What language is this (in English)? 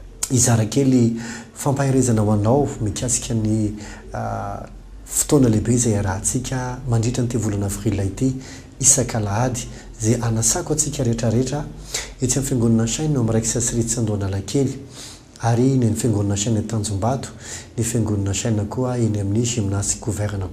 Malagasy